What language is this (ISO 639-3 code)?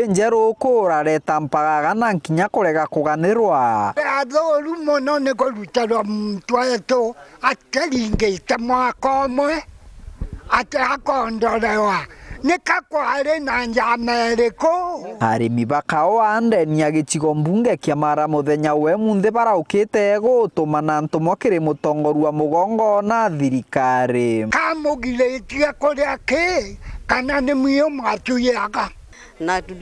mer